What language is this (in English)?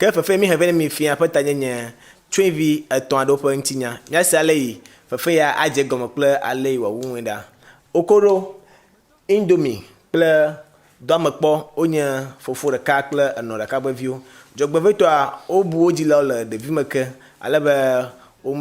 Ewe